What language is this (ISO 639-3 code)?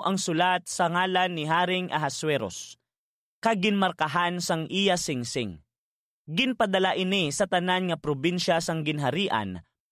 hil